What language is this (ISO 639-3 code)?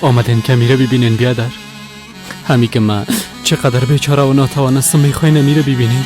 fas